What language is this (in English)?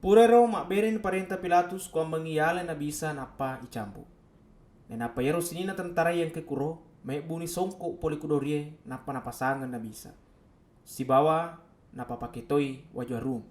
Buginese